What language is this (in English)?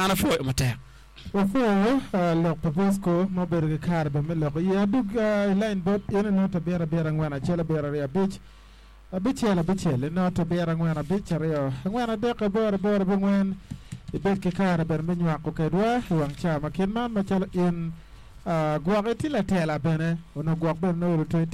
Acoli